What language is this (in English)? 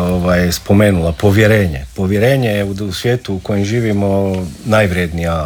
Croatian